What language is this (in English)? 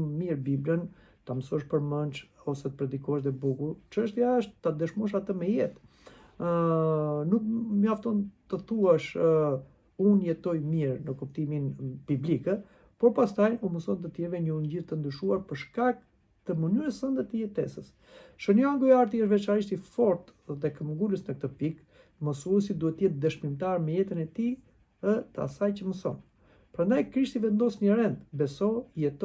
Albanian